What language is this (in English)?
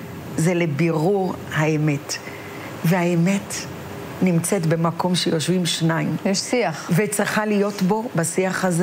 Hebrew